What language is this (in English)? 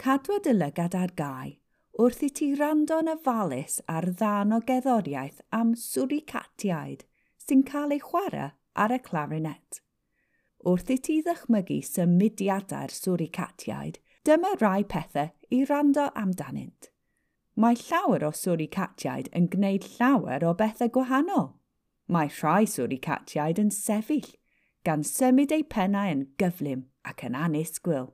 Welsh